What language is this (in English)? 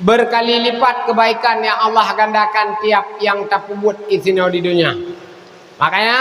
Achinese